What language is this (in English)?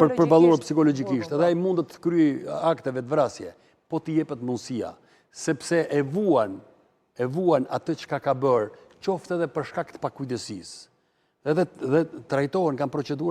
Albanian